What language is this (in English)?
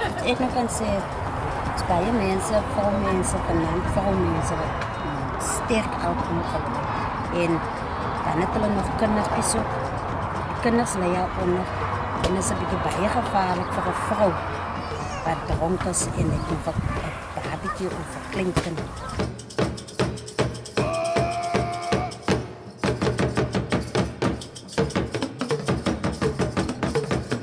Afrikaans